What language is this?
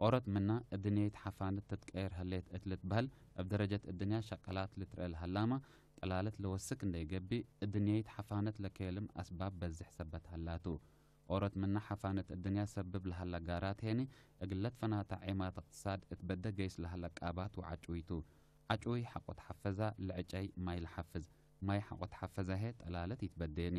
Tigre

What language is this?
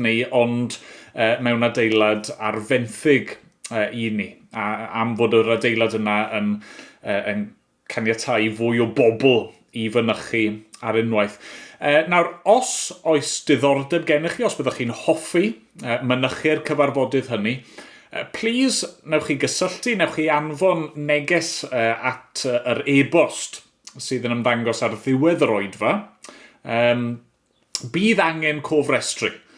Welsh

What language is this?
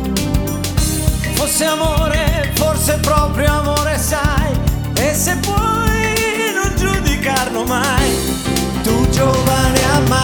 Italian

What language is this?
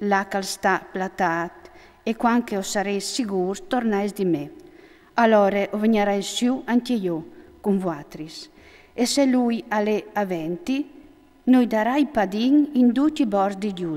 Friulian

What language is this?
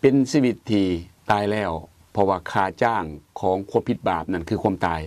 Lao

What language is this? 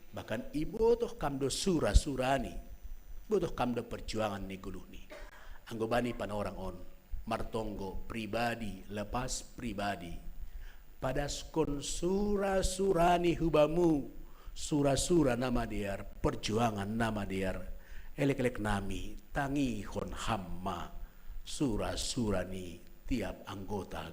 Batak Simalungun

